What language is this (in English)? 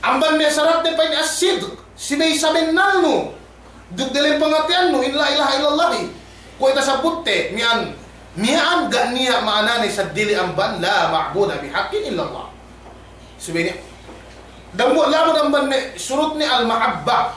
Yakan